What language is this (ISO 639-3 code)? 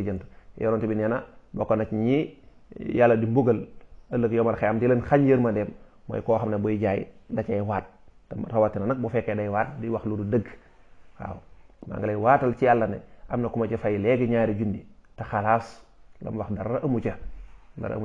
wol